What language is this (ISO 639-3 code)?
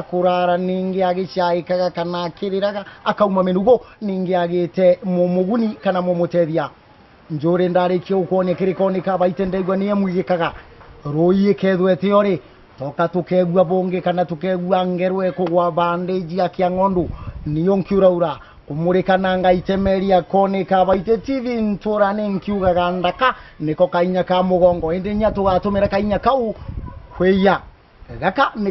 cuh